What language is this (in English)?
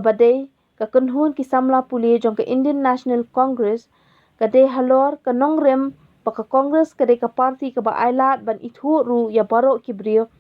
Khasi